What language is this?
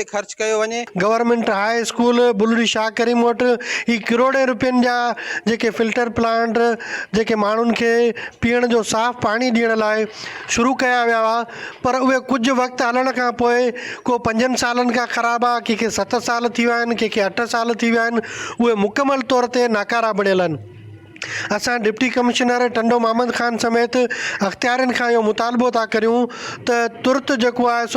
Sindhi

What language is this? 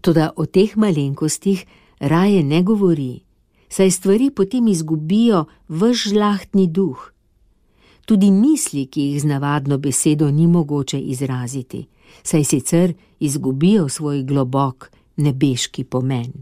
Slovenian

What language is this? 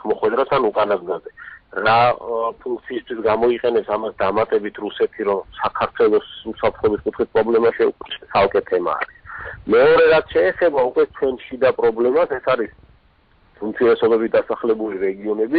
Georgian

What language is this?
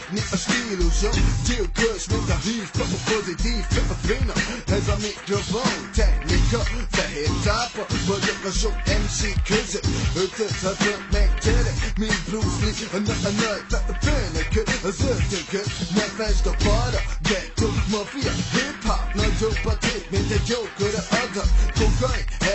Hungarian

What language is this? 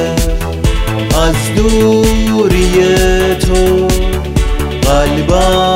Persian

